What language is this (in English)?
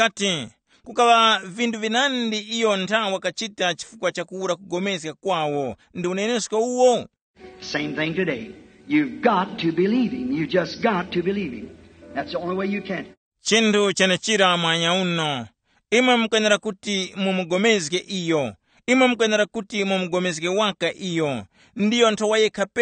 Tumbuka